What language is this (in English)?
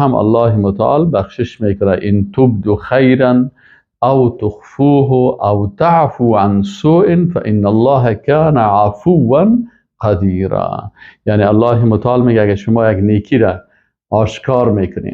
Persian